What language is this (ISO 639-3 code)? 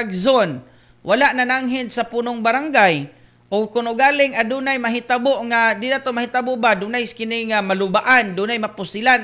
ceb